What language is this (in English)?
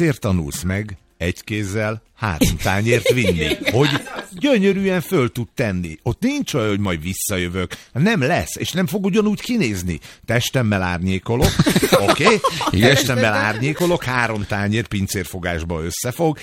Hungarian